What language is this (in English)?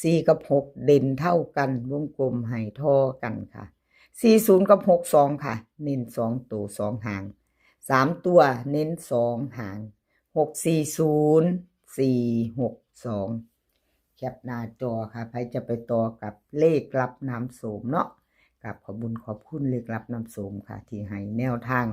Northeastern Thai